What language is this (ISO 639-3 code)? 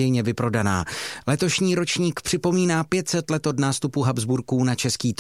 ces